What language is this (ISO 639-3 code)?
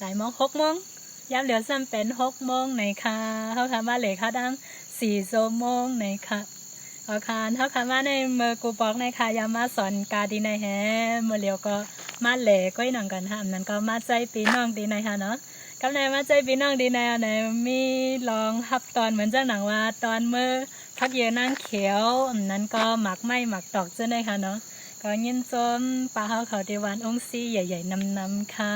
shn